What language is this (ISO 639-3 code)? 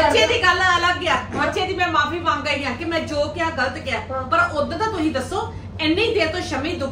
pan